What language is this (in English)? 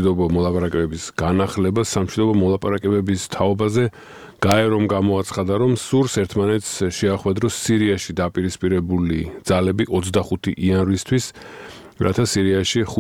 Georgian